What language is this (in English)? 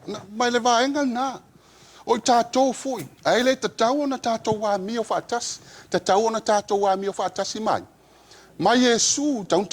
Samoan